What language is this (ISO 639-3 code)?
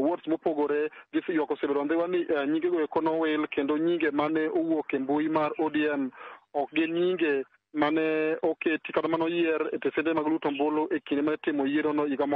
luo